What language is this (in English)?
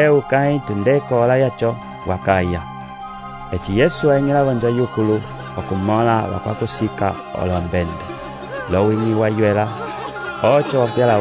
Umbundu